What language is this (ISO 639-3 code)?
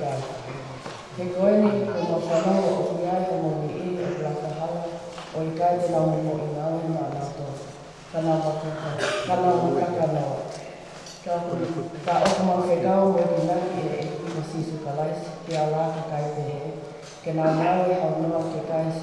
ton